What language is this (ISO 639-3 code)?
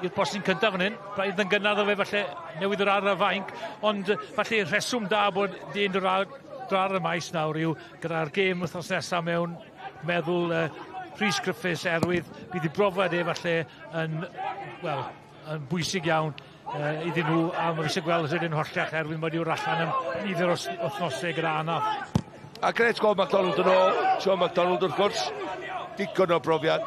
cym